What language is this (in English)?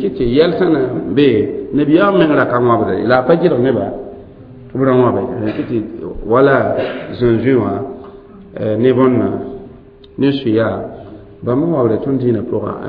Mossi